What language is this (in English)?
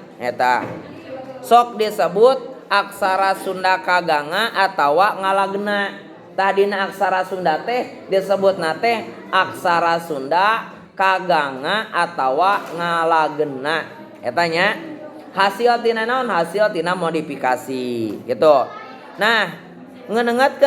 Sundanese